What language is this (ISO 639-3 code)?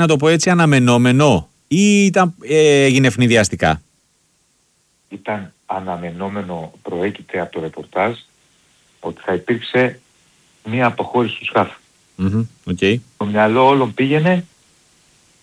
ell